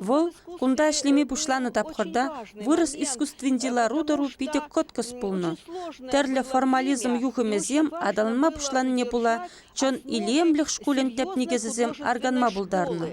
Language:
Chuvash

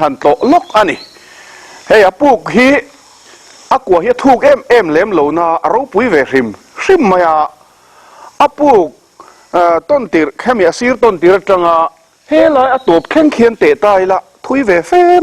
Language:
Mizo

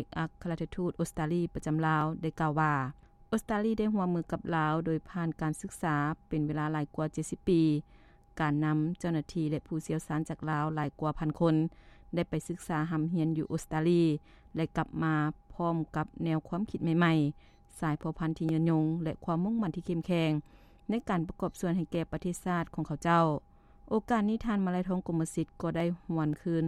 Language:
Lao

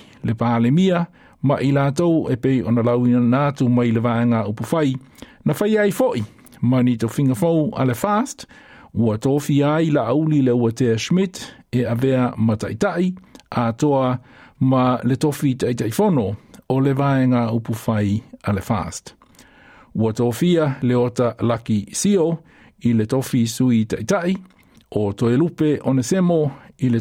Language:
Samoan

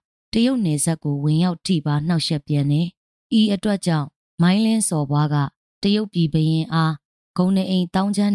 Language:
Burmese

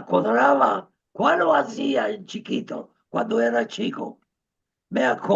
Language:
Ladino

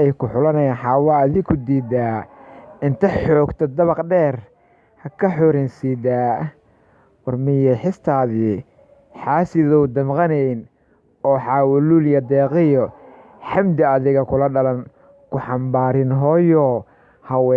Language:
Somali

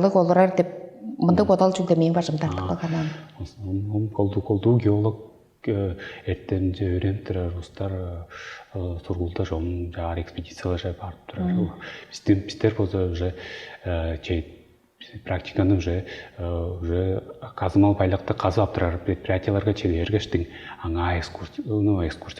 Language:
Tuvinian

